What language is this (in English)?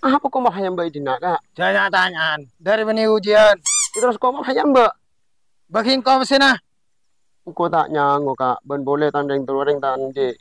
Madurese